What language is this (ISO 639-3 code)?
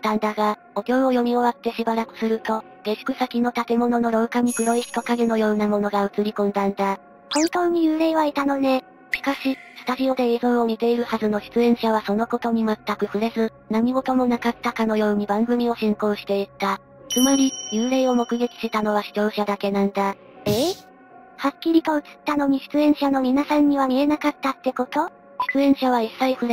jpn